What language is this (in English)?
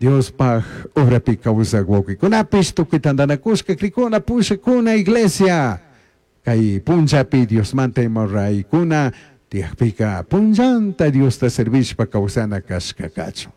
Chimborazo Highland Quichua